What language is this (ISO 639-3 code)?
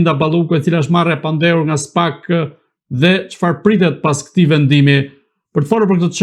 sqi